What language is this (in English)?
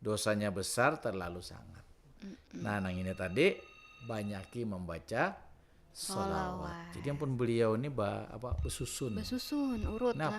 Banjar